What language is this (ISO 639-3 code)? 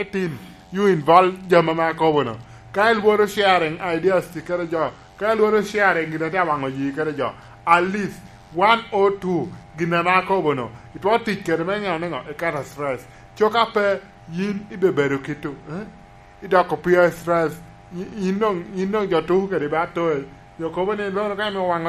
laj